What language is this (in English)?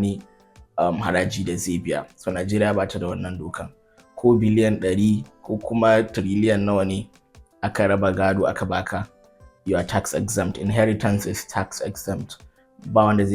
Hausa